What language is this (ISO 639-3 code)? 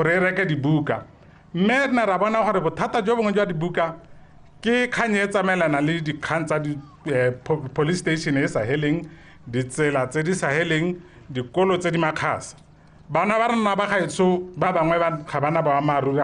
tsn